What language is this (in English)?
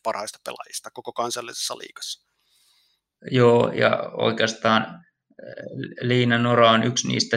Finnish